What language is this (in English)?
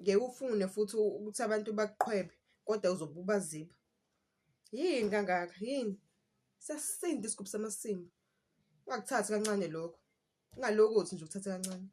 Zulu